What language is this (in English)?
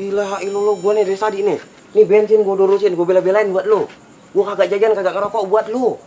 Betawi